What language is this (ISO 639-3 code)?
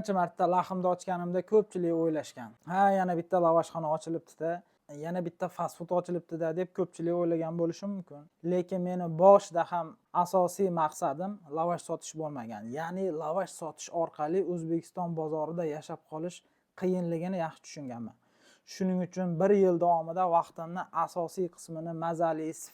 uzb